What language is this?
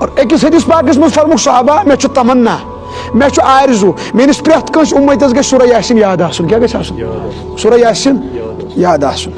Kashmiri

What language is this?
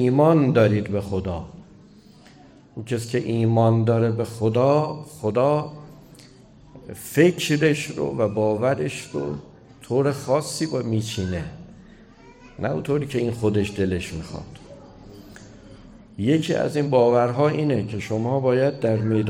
Persian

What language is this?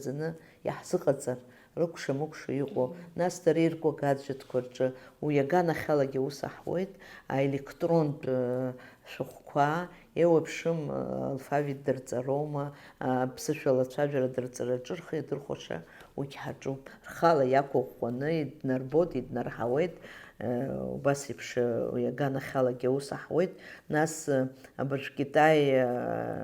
Abkhazian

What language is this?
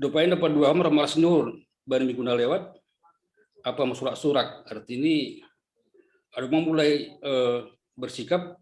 Batak Simalungun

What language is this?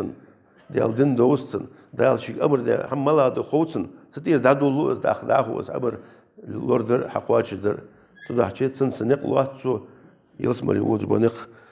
Ingush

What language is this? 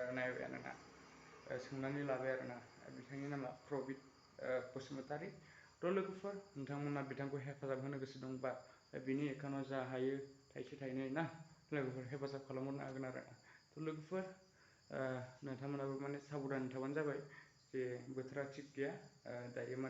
Bodo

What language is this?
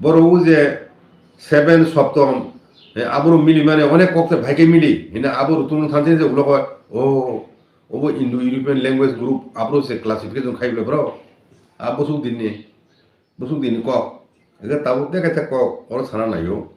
Kok Borok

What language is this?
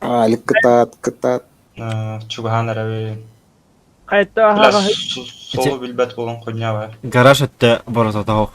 Yakut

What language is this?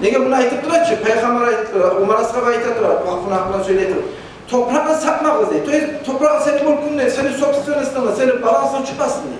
Kumyk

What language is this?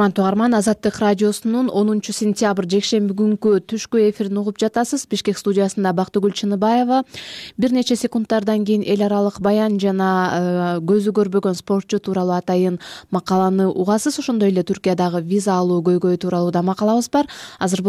Kyrgyz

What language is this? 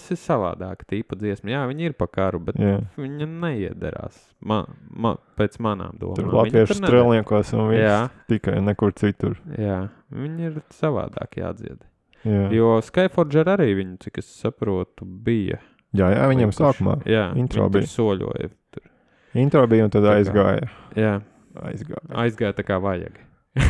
Latvian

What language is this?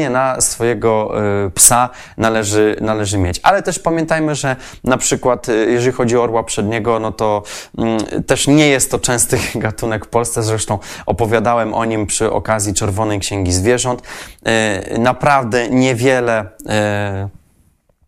Polish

